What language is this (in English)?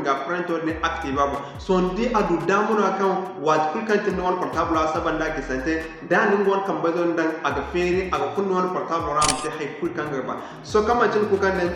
Zarma